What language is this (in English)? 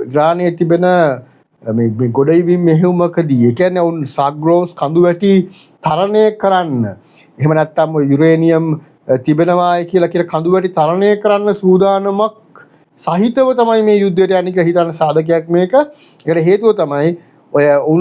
Sinhala